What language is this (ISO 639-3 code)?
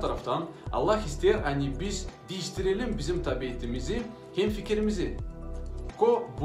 gag